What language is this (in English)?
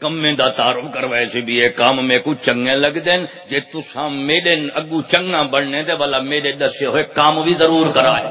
Saraiki